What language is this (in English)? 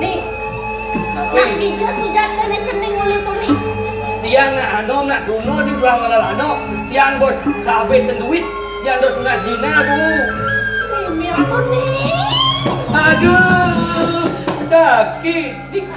Balinese